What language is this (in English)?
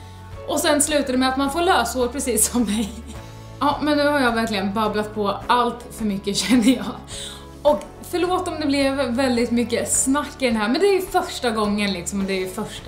Swedish